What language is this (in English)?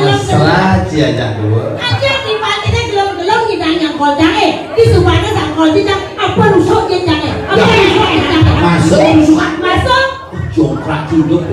Balinese